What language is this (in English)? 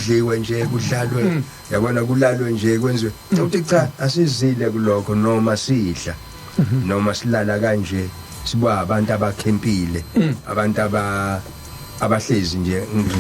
Zulu